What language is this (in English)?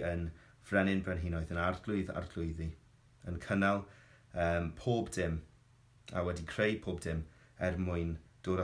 Welsh